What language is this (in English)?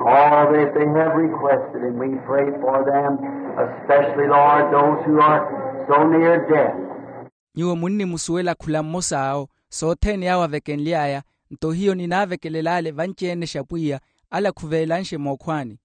Makhuwa